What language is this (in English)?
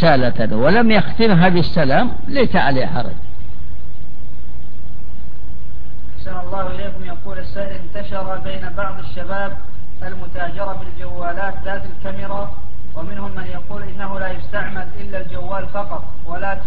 Arabic